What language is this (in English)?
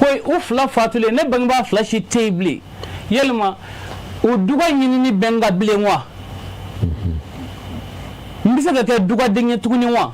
Bambara